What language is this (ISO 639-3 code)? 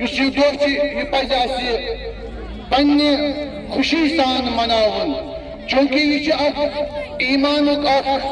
kas